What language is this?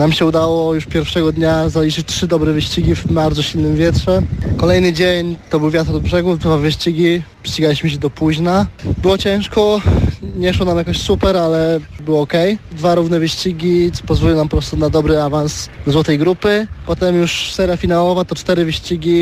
Polish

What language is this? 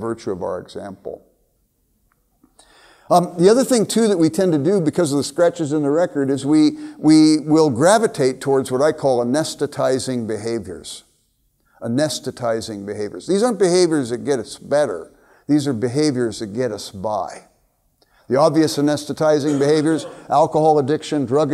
English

